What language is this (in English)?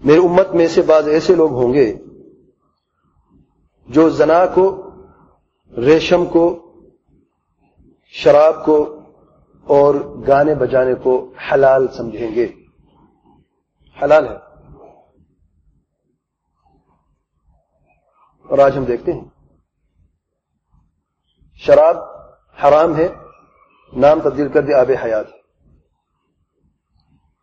Urdu